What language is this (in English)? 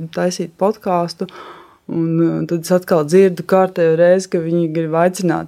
Latvian